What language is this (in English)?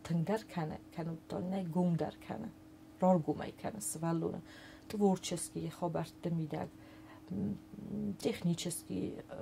Ossetic